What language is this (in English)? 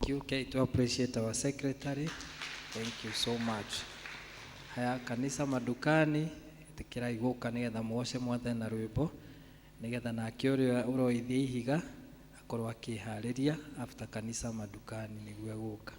Kikuyu